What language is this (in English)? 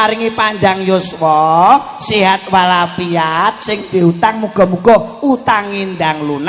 Javanese